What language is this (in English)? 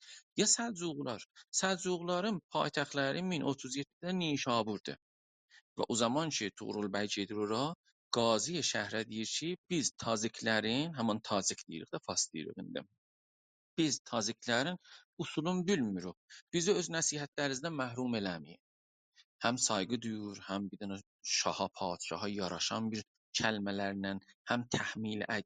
South Azerbaijani